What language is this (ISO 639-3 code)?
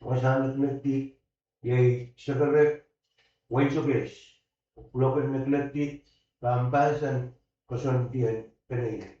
pon